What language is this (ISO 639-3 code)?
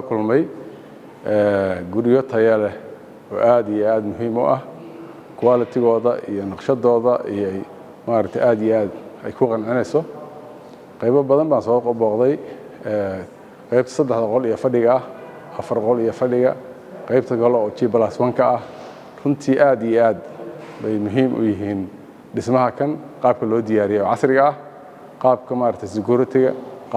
som